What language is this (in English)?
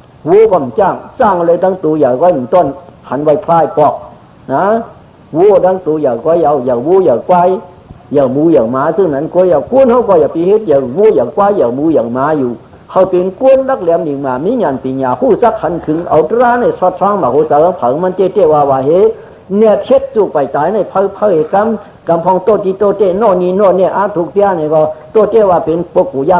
Shan